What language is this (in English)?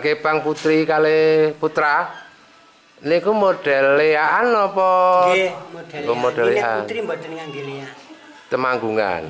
Javanese